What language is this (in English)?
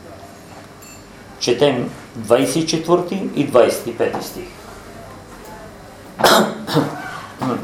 Bulgarian